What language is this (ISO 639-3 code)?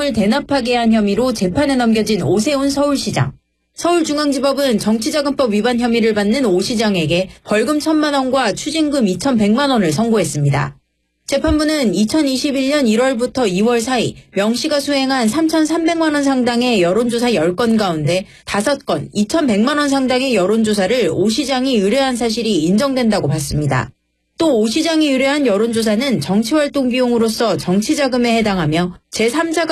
kor